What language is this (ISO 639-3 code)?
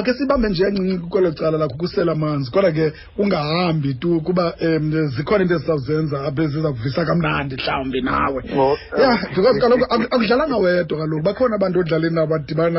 xho